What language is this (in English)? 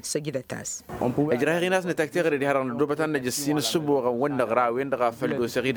Tamasheq